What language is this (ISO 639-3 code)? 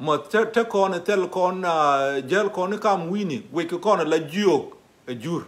nus